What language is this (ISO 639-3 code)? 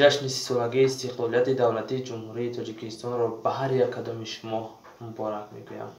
tgk